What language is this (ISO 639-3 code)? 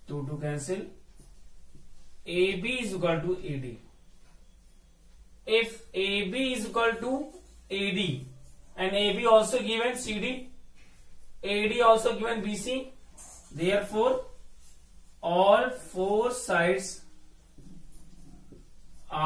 eng